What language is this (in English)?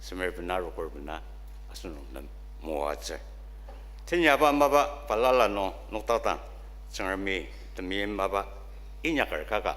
Ao Naga